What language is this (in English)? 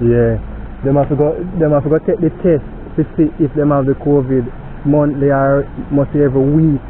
Jamaican Creole English